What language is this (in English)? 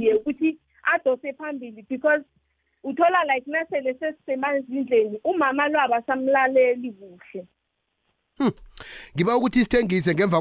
South Ndebele